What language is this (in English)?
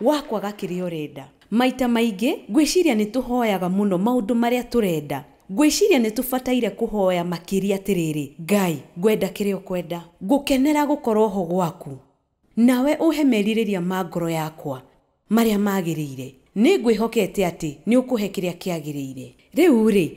Kikuyu